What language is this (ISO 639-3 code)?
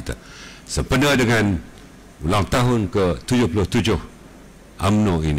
msa